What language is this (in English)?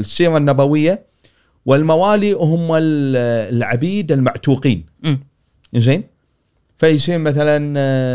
Gulf Arabic